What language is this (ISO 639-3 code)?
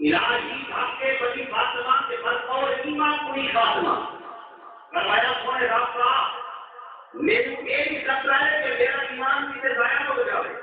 skr